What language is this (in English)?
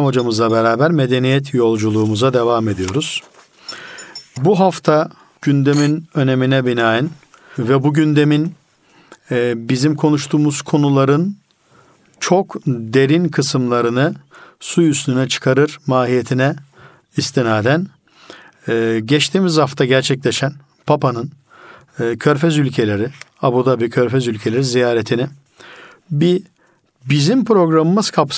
Turkish